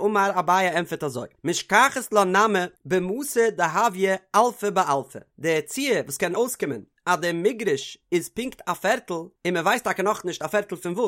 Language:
Yiddish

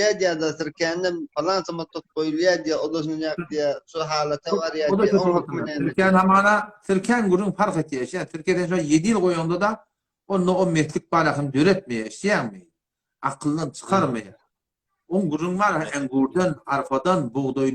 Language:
Turkmen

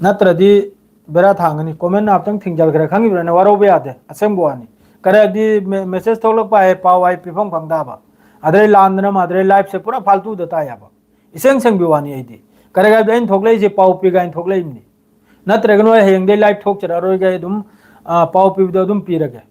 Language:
Manipuri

